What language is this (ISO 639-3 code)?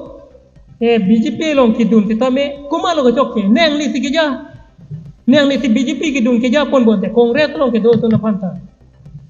mjw